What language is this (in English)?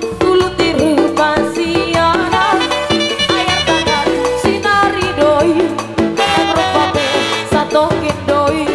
Batak Simalungun